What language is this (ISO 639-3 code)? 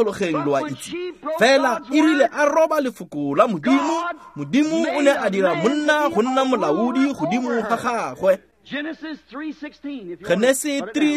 tsn